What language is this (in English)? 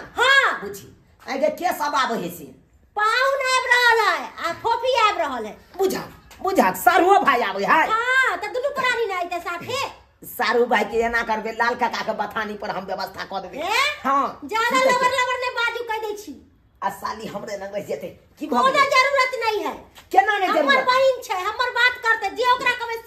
Maithili